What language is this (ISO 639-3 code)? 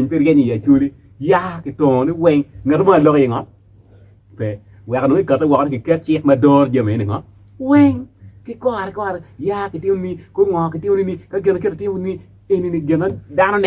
ach